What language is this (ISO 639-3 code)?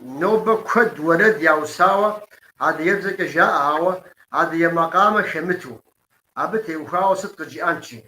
kbd